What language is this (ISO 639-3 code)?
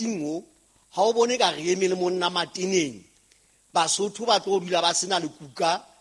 sot